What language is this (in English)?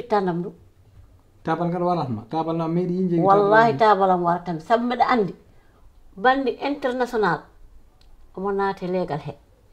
Fula